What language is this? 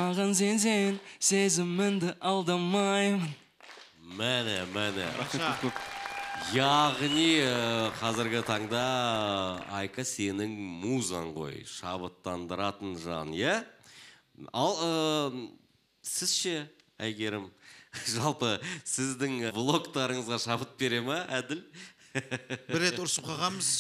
Kazakh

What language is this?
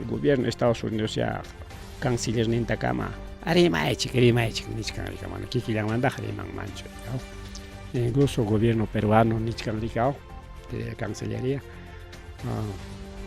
Ayacucho Quechua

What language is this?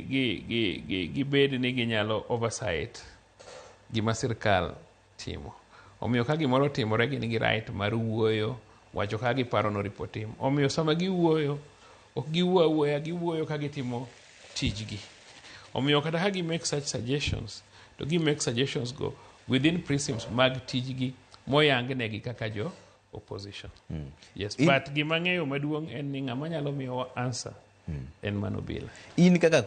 Luo (Kenya and Tanzania)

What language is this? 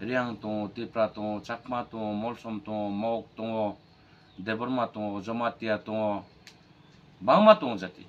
Kok Borok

